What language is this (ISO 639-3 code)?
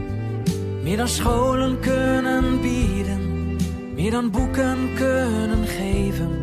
nld